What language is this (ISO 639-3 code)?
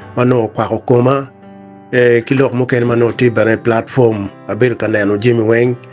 ach